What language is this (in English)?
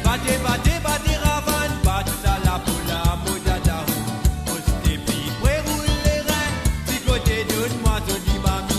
Morisyen